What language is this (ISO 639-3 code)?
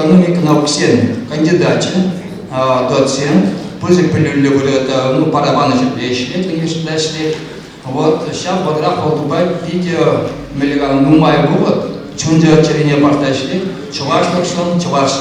chv